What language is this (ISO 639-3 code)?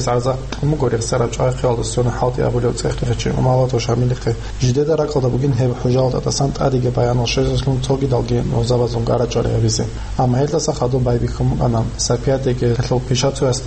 ava